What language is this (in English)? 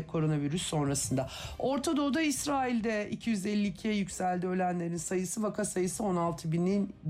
Turkish